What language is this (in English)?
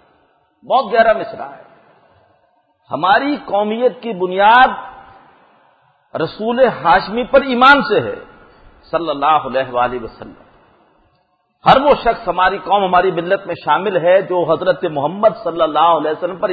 Urdu